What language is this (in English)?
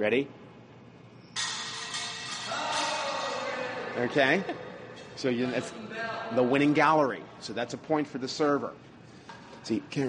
English